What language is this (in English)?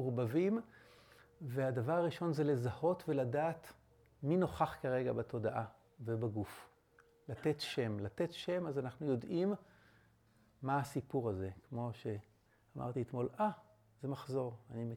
Hebrew